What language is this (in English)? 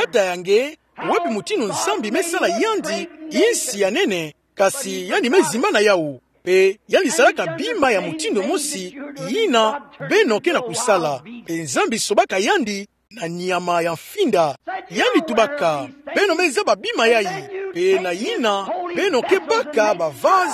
Kituba (Democratic Republic of Congo)